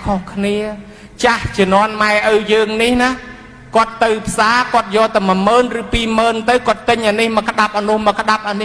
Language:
Khmer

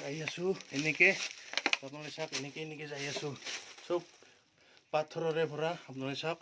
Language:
Assamese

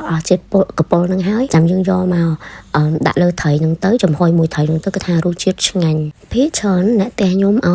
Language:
Khmer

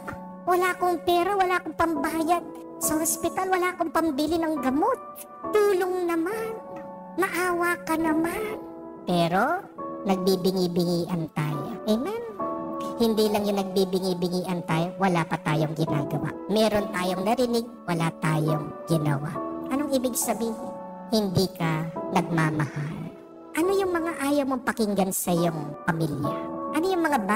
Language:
Filipino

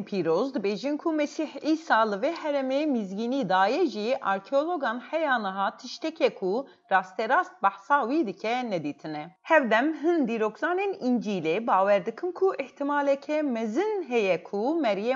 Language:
Kurdish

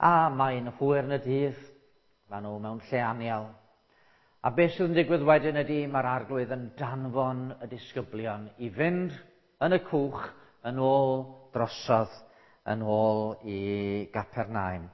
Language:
Welsh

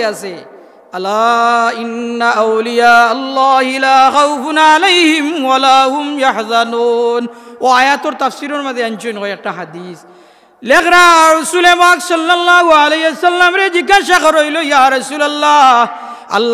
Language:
Sylheti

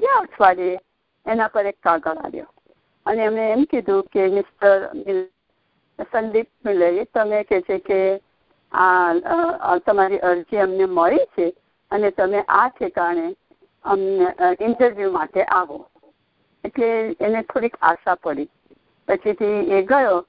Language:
Gujarati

